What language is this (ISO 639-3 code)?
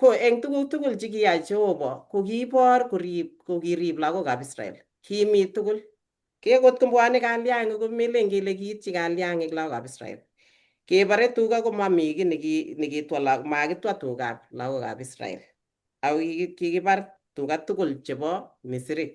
kln